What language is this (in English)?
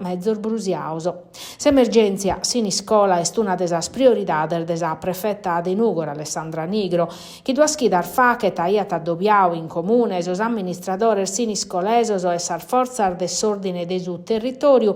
Sardinian